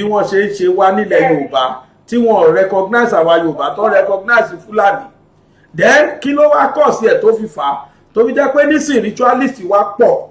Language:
Yoruba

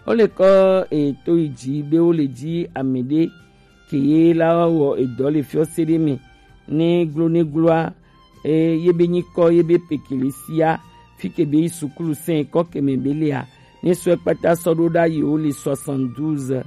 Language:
Gen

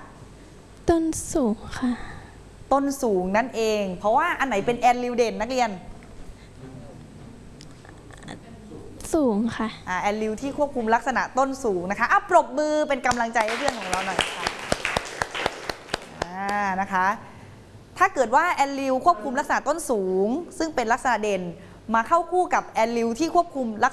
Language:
Thai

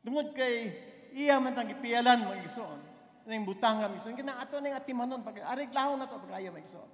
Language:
Cebuano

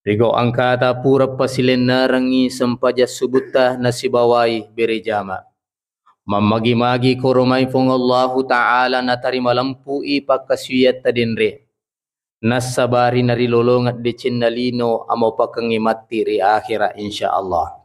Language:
Buginese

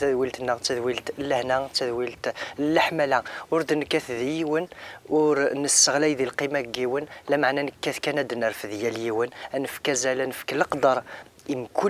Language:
Kabyle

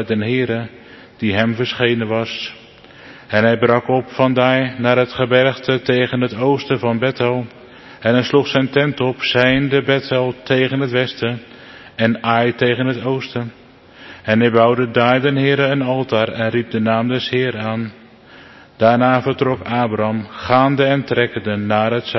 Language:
Dutch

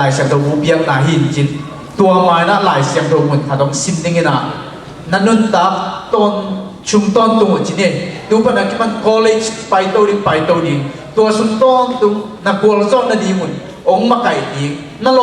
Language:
Tedim Chin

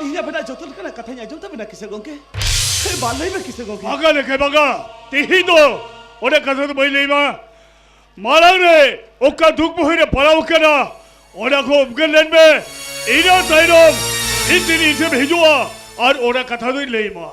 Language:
Santali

